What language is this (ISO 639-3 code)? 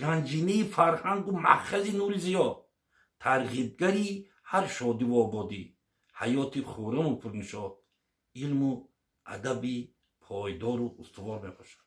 tgk